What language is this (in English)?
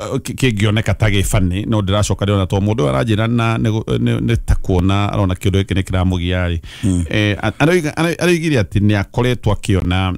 Kikuyu